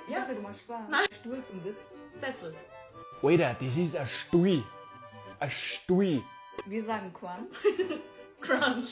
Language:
Bavarian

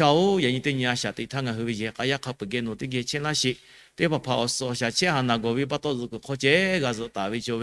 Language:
Lahu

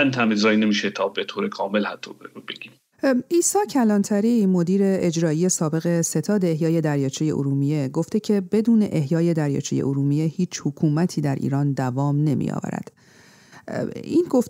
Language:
Persian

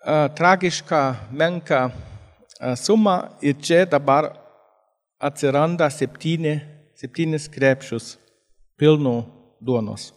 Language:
Lithuanian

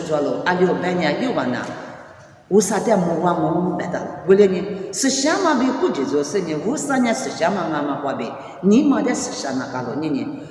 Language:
Lisu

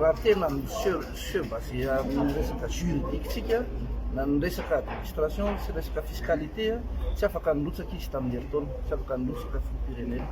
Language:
Malagasy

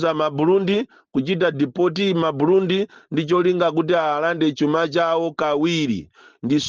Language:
Nyanja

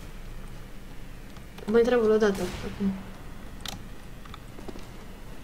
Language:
Romanian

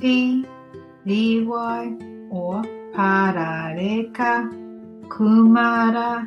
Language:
Māori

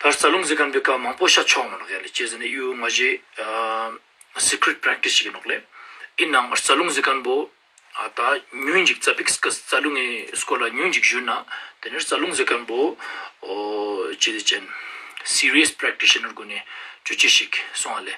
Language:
Ladakhi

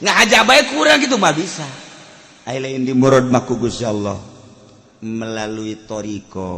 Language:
Sundanese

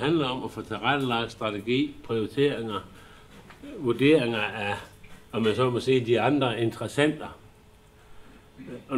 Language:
Danish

